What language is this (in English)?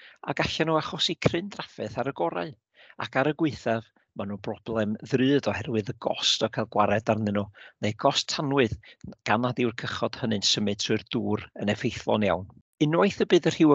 Welsh